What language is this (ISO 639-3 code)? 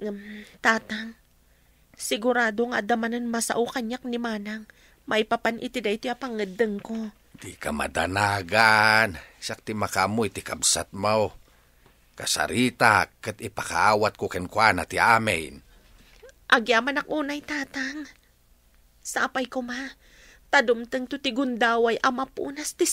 ilo